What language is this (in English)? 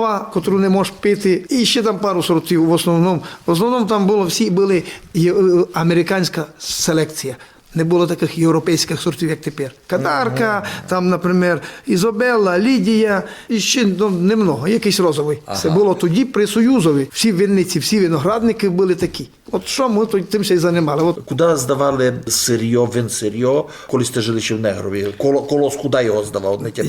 Rusyn